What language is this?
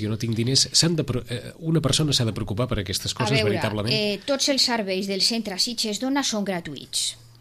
Catalan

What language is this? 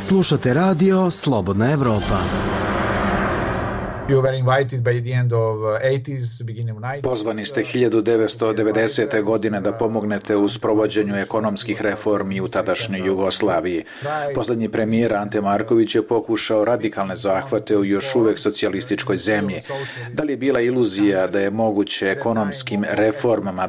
Bosnian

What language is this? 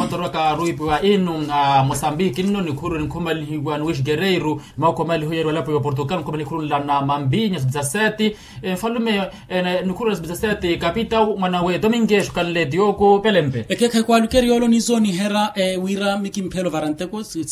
Makhuwa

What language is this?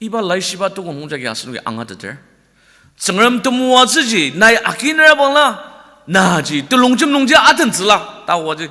Ao Naga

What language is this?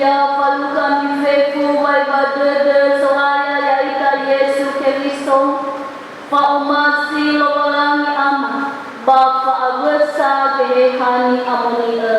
Nias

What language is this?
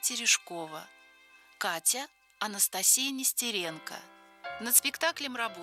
Russian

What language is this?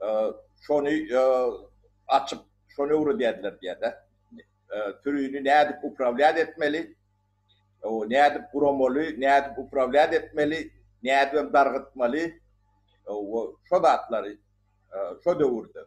Turkmen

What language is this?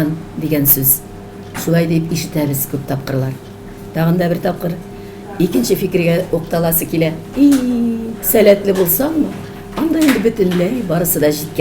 Tatar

